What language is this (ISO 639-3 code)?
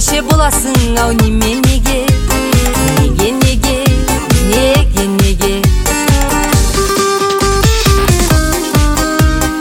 kaz